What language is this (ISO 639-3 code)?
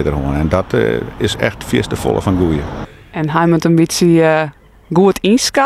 fry